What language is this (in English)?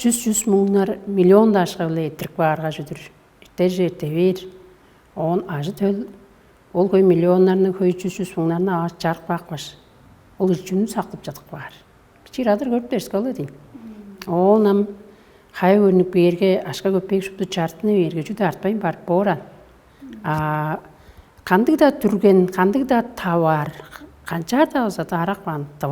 Tuvinian